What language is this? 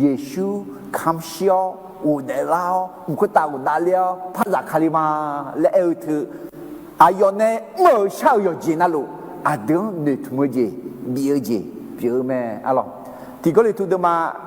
Akha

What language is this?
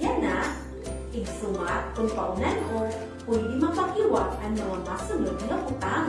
Waray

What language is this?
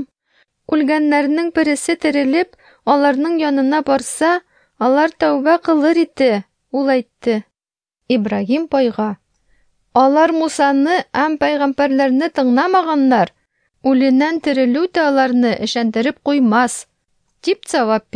Tatar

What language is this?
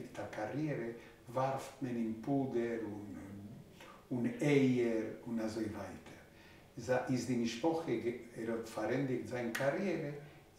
Yiddish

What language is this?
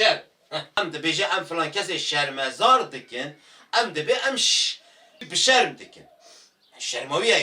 Kurdish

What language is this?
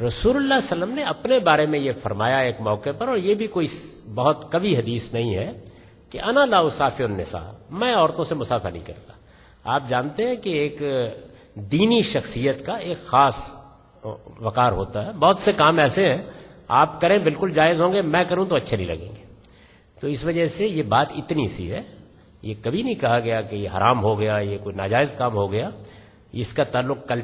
Urdu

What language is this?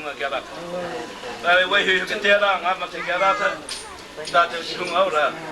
Māori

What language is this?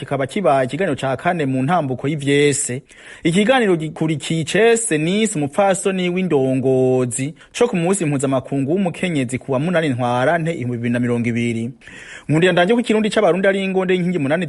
Rundi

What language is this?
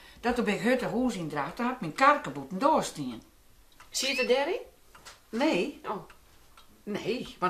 Western Frisian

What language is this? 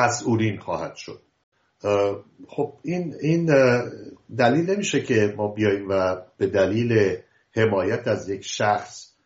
Persian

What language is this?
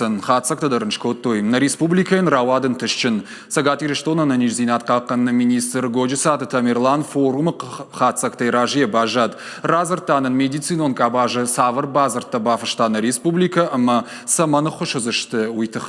Ossetic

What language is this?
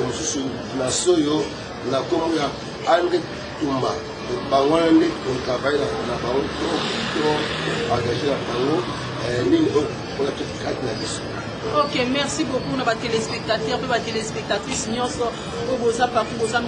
Lingala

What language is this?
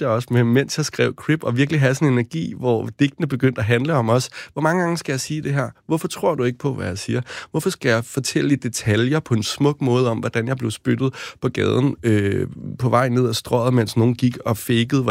Danish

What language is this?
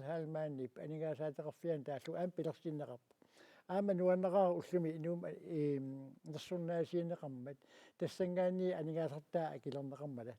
Kalaallisut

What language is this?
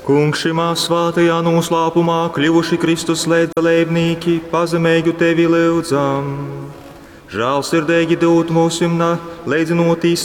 Latgalian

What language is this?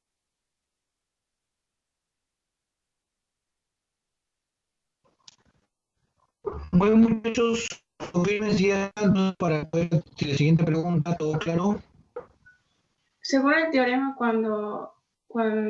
Spanish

